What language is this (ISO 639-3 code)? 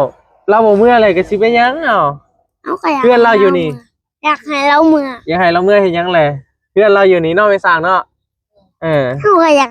tts